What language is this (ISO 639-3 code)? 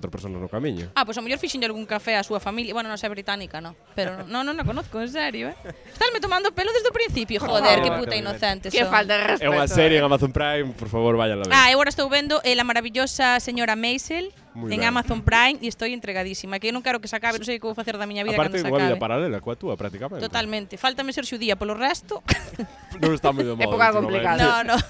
glg